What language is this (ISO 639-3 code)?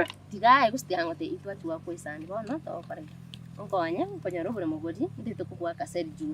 guz